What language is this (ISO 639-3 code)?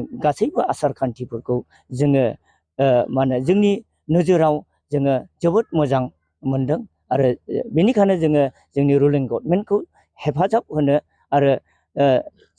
brx